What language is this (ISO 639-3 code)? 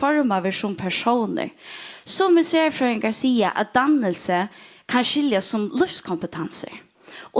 fao